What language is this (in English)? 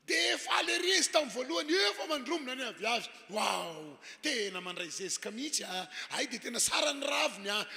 Malagasy